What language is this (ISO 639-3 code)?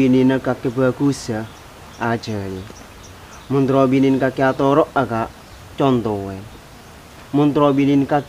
mad